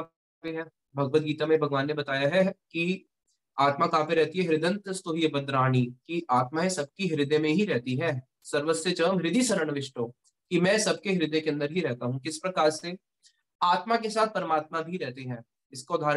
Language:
Hindi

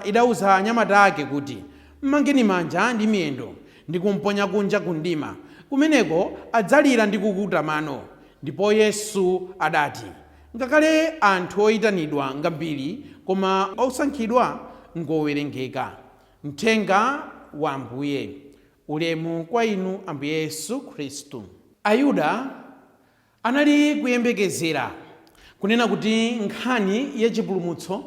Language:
Nyanja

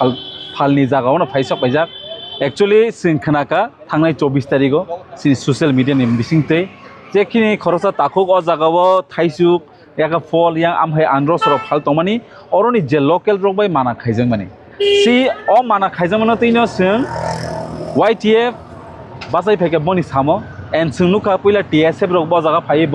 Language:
Kok Borok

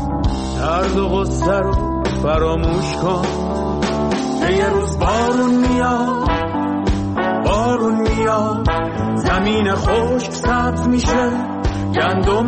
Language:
Persian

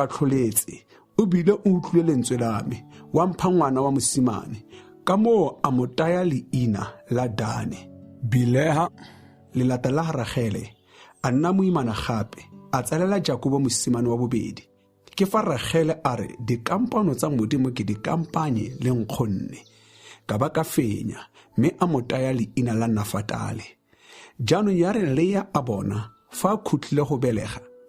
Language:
Tswana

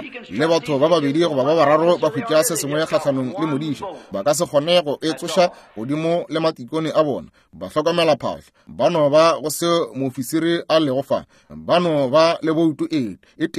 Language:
Northern Sotho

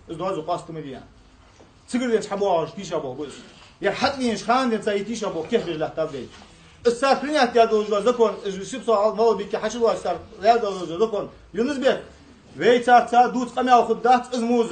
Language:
Ingush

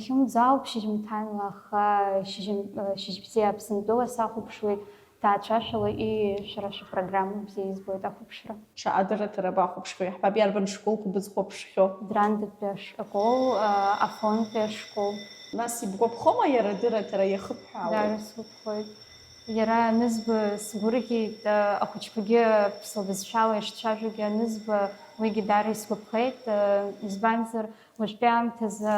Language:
Abkhazian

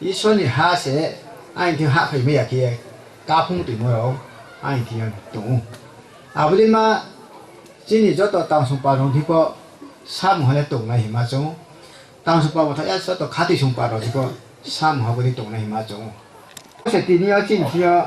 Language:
Riang (India)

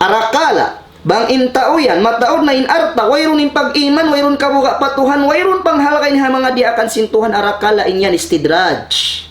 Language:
Tausug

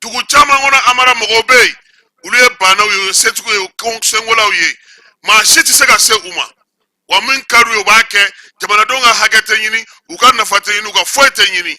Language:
Bambara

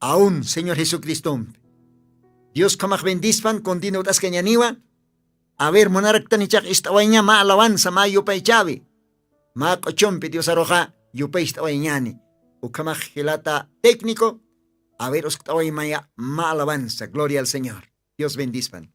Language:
Aymara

